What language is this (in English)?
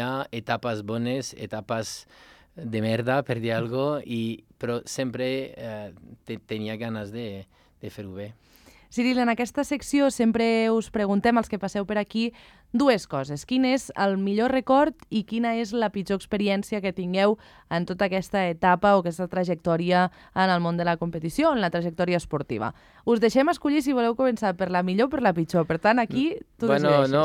Catalan